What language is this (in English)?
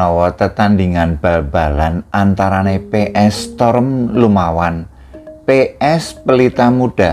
Javanese